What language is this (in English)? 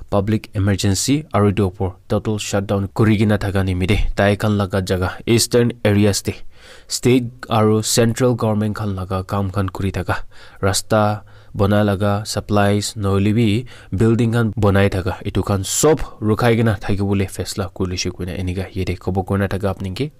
Naga Pidgin